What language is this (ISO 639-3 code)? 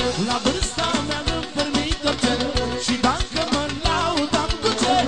ron